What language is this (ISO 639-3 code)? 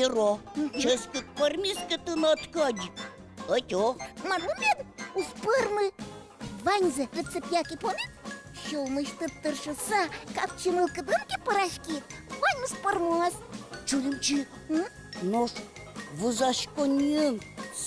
udm